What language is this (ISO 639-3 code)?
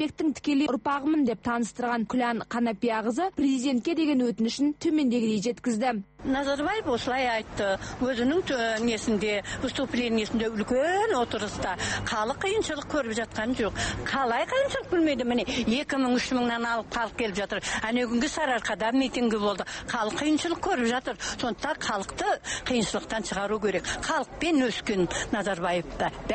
kaz